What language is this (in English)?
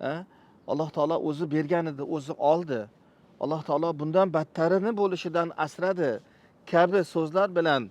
Uzbek